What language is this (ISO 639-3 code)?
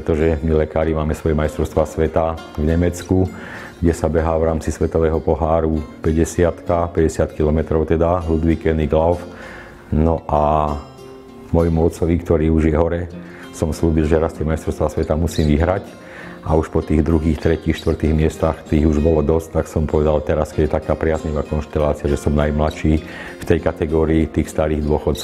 slk